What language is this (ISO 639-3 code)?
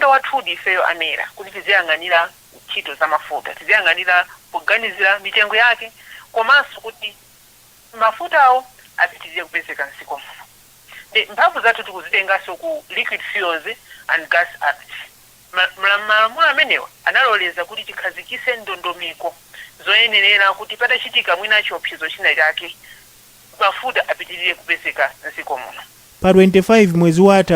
nya